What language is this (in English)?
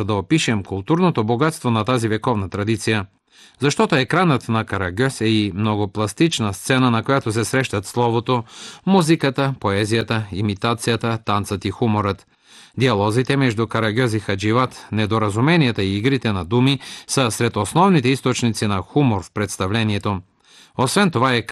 Bulgarian